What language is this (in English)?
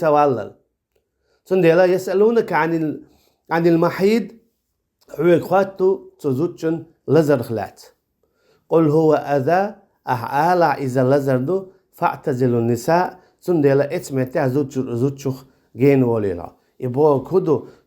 Chechen